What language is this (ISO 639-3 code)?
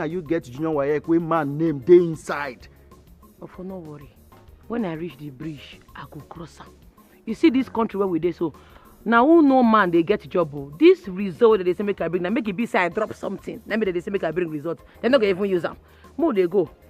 pcm